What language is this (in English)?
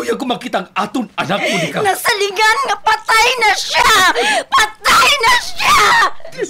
Hiligaynon